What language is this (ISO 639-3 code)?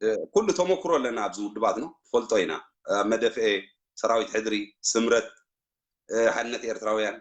tir